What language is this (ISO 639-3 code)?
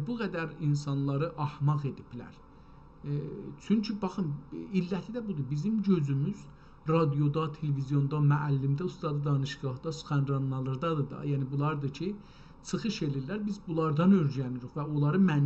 azb